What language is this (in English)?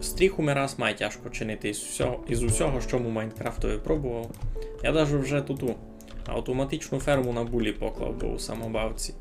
Rusyn